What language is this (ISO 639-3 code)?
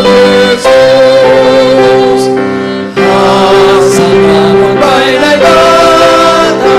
bts